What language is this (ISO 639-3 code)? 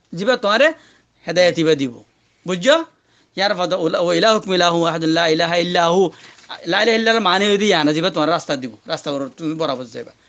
rhg